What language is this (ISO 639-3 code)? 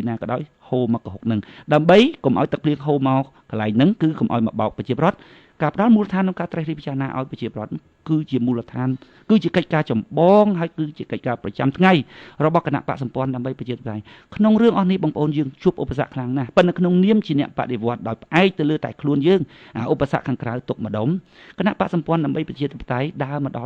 khm